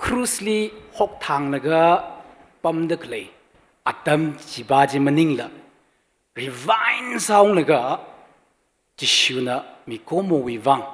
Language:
Tangkhul Naga (India)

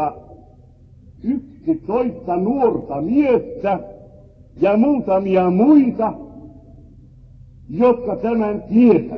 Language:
Finnish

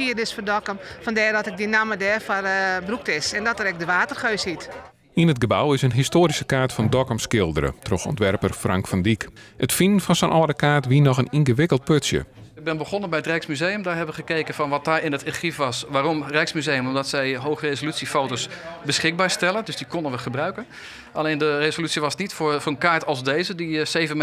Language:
Western Frisian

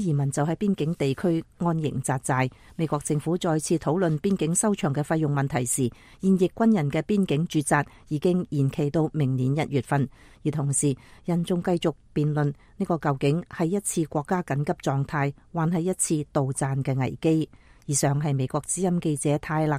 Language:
Cantonese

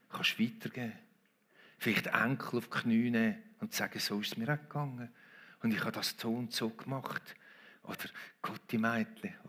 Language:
Swiss German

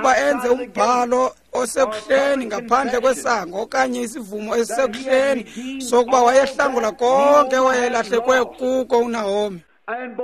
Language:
Xhosa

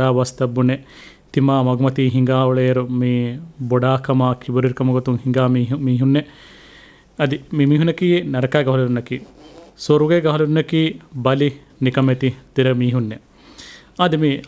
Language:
Divehi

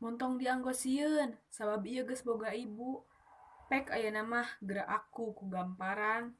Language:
Sundanese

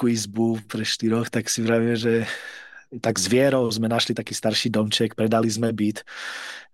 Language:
Slovak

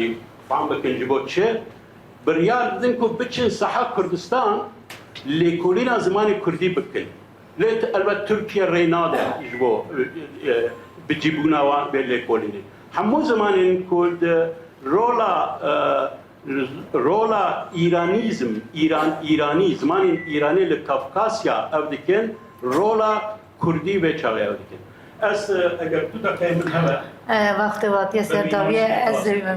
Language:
Kurdish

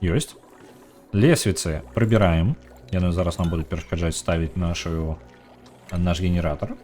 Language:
Belarusian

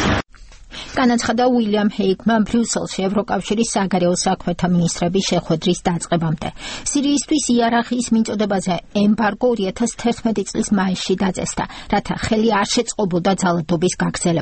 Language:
Georgian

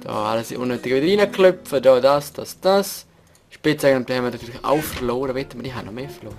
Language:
Swiss German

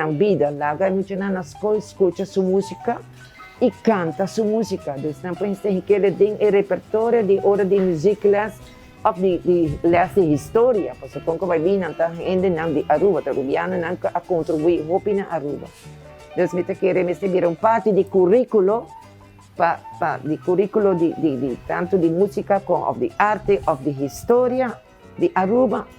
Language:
Papiamento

